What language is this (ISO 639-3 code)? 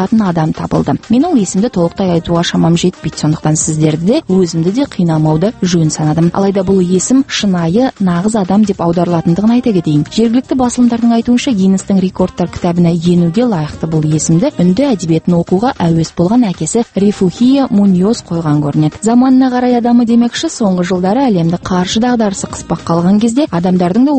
kaz